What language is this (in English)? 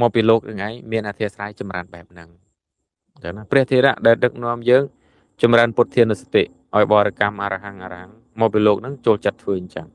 Khmer